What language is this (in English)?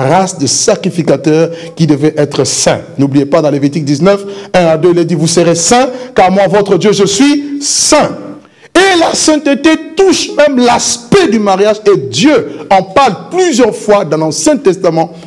French